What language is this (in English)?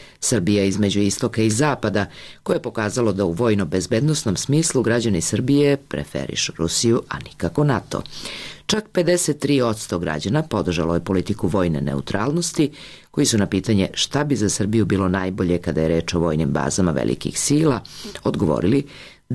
Serbian